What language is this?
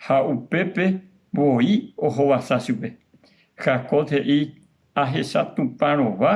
Guarani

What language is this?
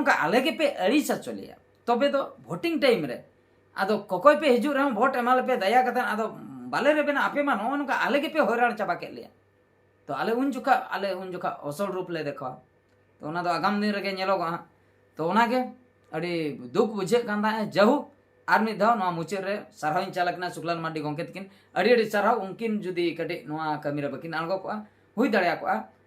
Santali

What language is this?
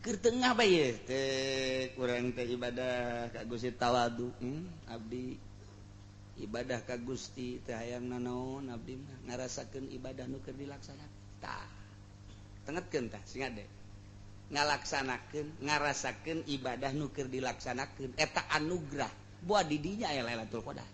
Sundanese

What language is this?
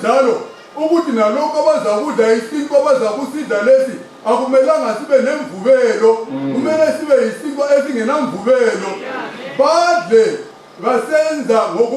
North Ndebele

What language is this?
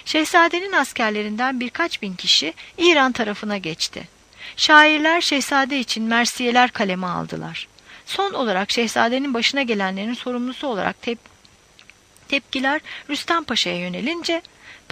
Turkish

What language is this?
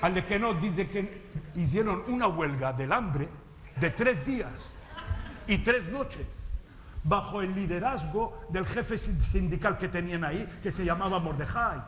Ladino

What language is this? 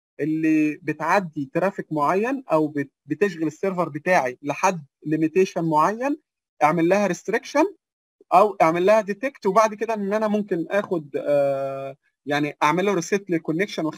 Egyptian Arabic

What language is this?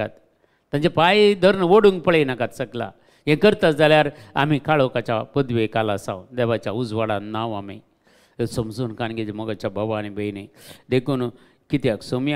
Konkani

